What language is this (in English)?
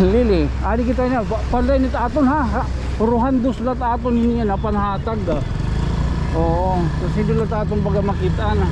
Waray